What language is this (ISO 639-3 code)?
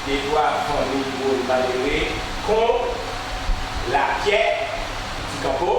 gcf